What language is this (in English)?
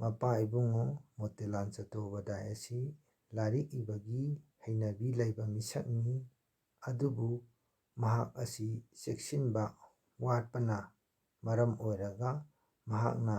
Manipuri